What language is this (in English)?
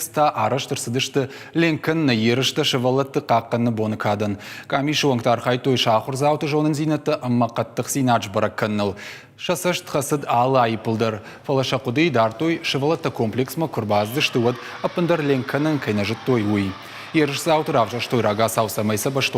Ossetic